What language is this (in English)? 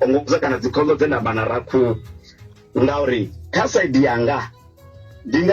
Venda